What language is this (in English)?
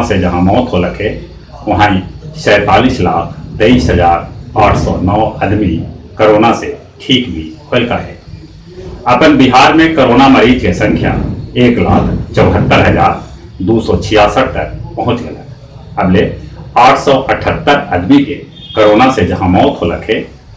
Magahi